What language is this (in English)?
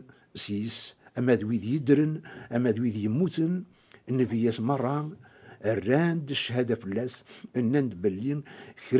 Kabyle